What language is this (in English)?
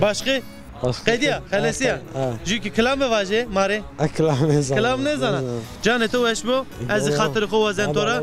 Zaza